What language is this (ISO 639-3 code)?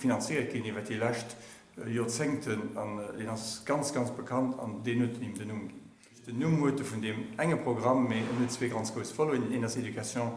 ltz